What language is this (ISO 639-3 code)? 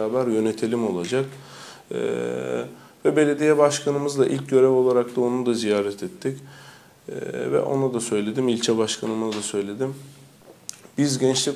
tur